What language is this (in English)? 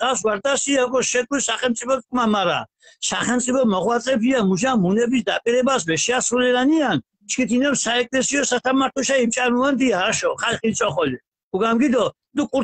Mingrelian